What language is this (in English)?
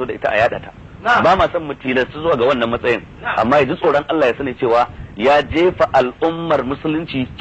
Hausa